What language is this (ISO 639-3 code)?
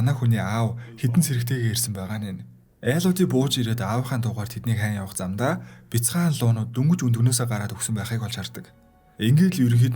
mon